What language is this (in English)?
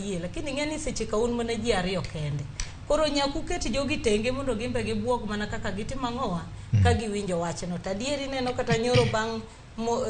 Luo (Kenya and Tanzania)